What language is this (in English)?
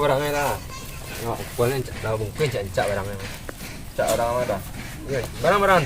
Minangkabau